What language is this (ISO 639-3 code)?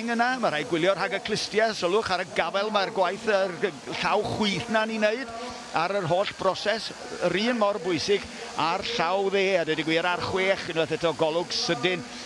cym